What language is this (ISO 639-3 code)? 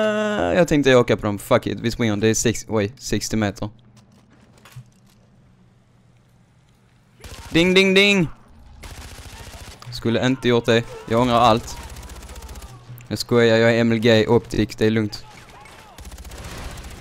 swe